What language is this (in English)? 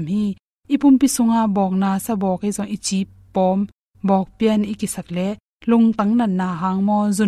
Tedim Chin